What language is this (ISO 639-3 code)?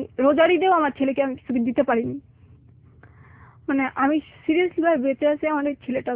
ben